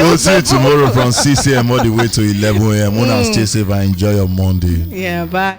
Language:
Nigerian Pidgin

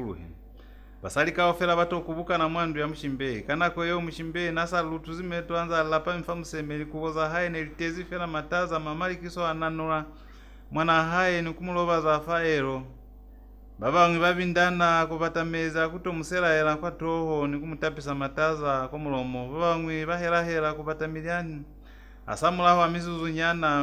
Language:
Lozi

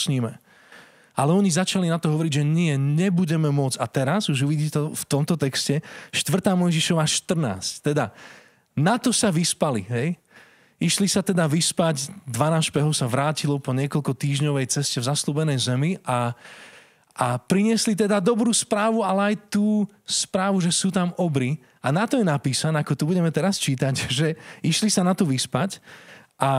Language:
Slovak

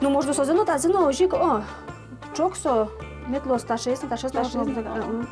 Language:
Udmurt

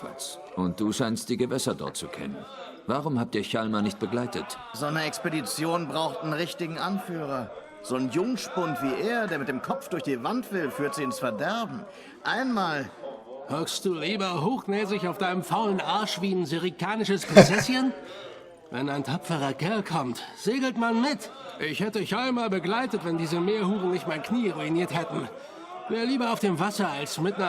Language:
Swiss German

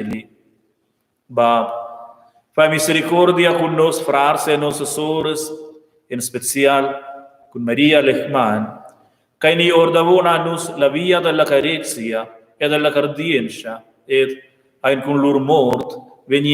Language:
Romansh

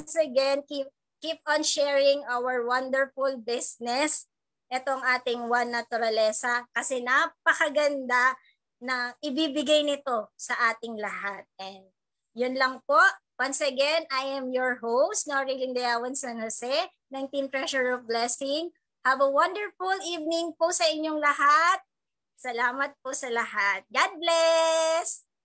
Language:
Filipino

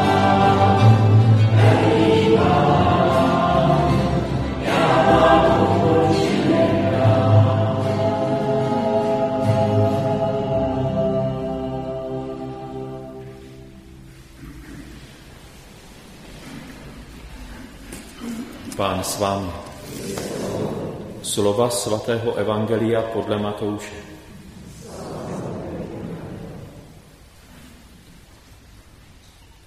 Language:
Czech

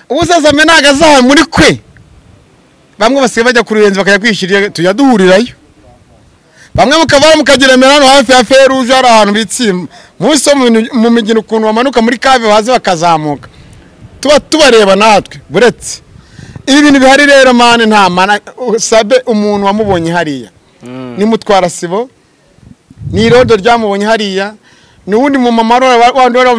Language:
Kinyarwanda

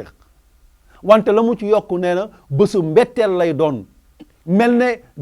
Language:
Wolof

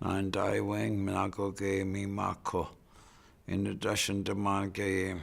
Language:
Chippewa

